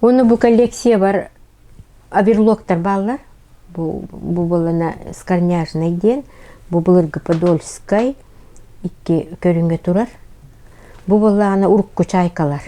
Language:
Yakut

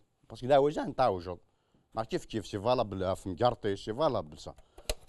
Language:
Kabyle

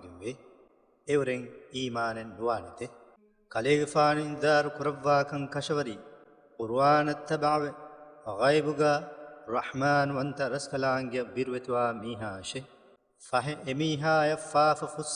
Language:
Divehi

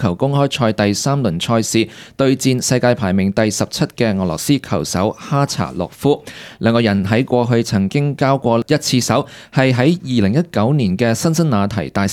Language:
Cantonese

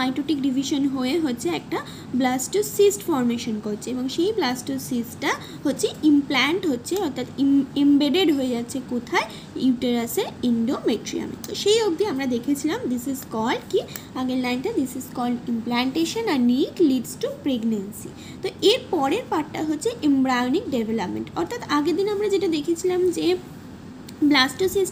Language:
Bangla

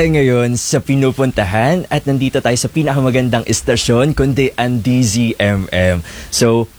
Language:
Filipino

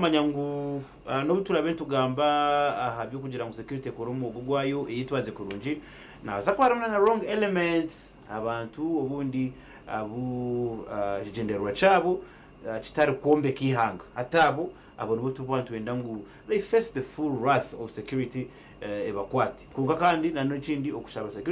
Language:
Nyankole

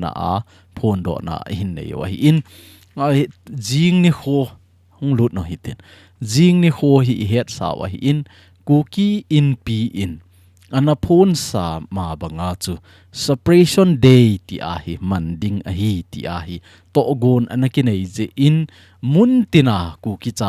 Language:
Thado Chin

